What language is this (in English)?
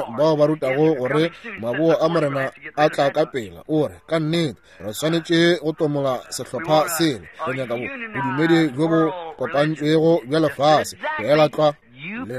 Northern Sotho